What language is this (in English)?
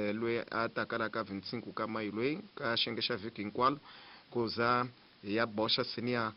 Tsonga